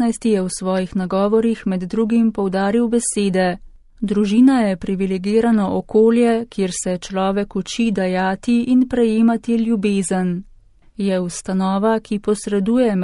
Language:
Slovenian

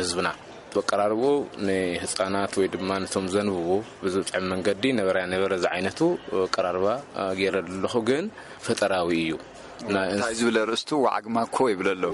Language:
Tigrinya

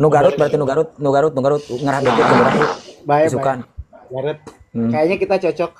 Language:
Sundanese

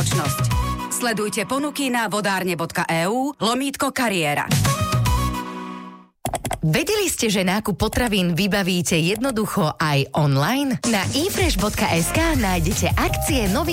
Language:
Slovak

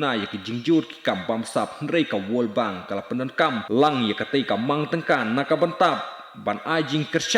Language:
Khasi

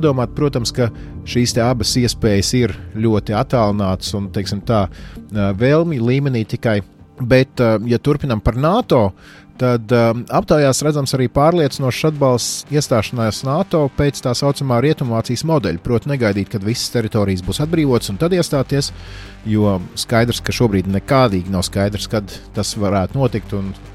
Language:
Latvian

